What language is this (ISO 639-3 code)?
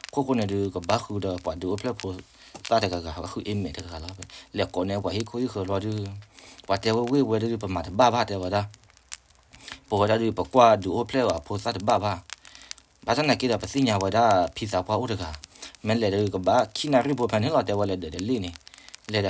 ksw